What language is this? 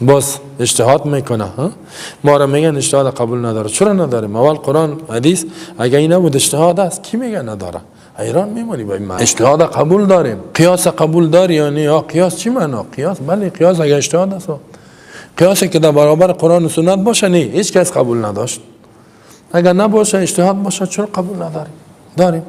Persian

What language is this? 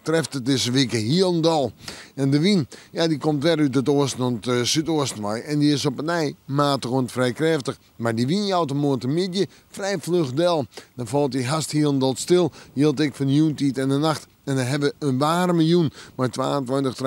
Western Frisian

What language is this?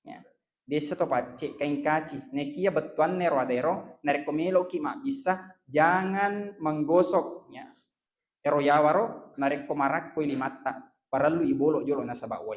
Buginese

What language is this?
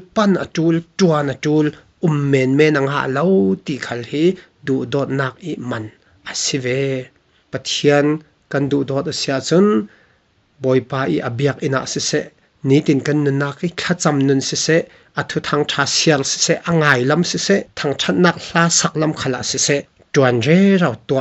Falam Chin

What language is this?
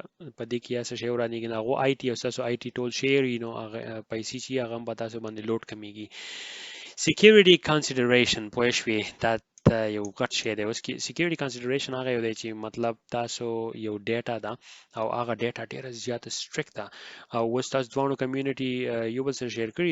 Pashto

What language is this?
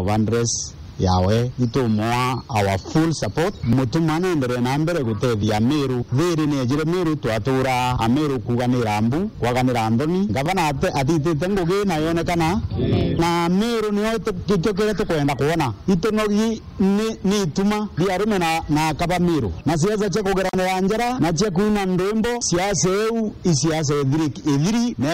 Meru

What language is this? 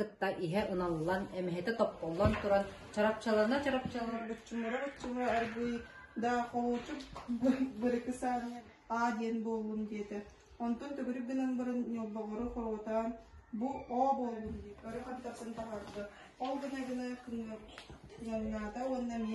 Yakut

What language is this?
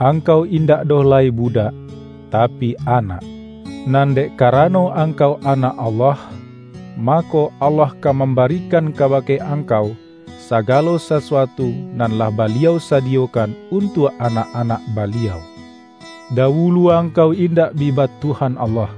Minangkabau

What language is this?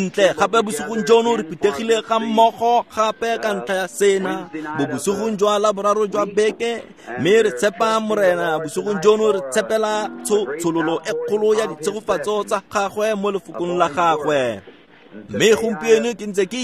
Tswana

